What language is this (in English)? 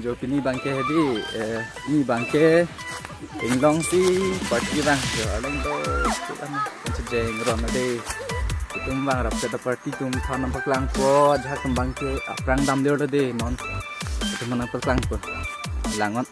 Karbi